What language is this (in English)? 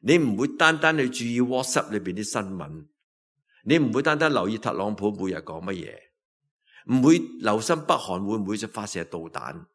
Cantonese